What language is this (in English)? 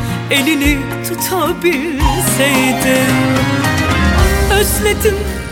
Turkish